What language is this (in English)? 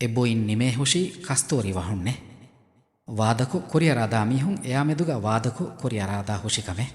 Divehi